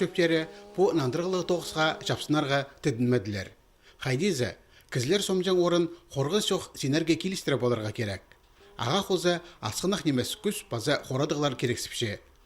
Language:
Khakas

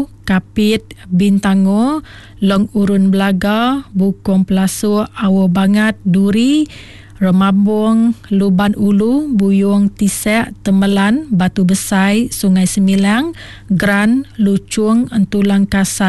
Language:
Iban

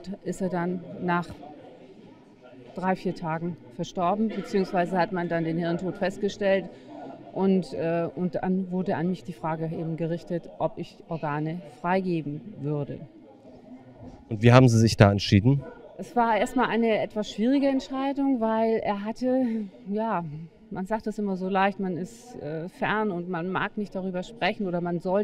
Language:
German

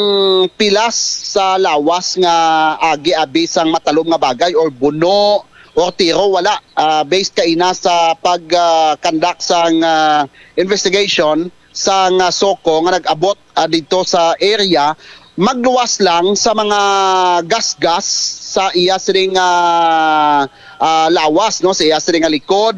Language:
Hiligaynon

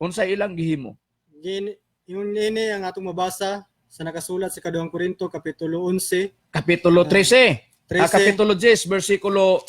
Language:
Cebuano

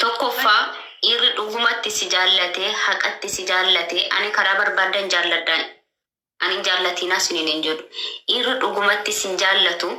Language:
Oromo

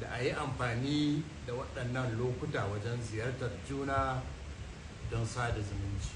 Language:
Hausa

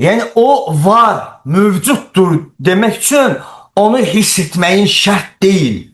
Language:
Azerbaijani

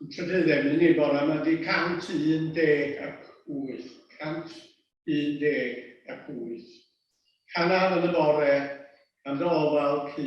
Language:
Welsh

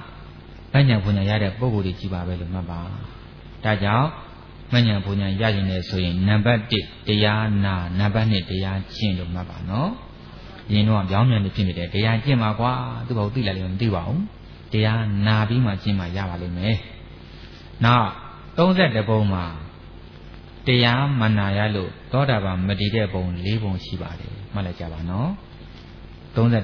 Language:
Burmese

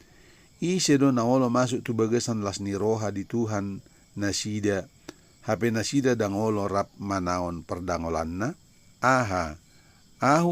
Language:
Batak Toba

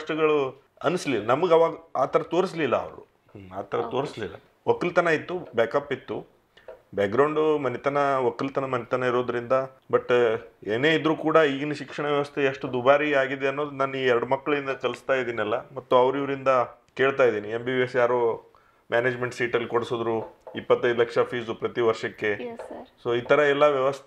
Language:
Kannada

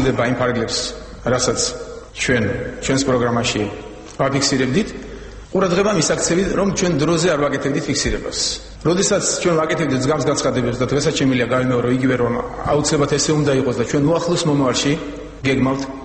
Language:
Georgian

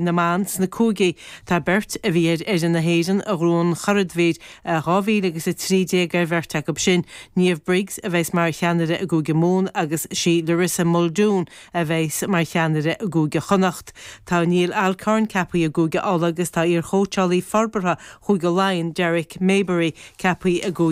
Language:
Irish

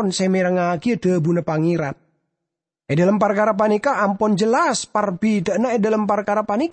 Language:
Madurese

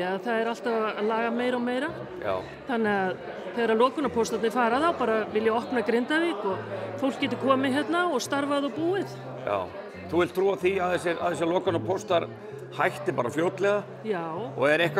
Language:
Icelandic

